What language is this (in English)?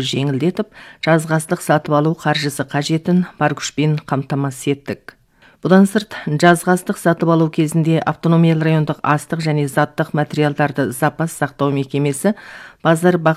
Kazakh